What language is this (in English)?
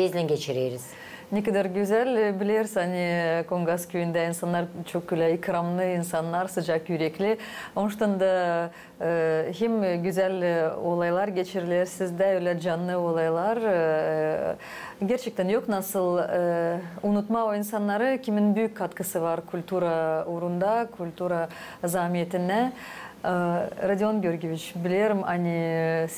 Gagauz